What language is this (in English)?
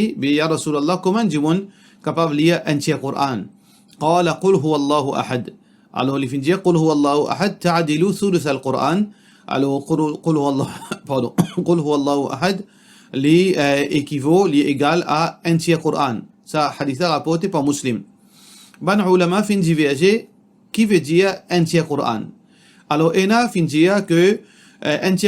Morisyen